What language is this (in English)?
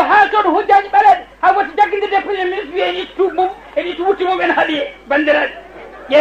Fula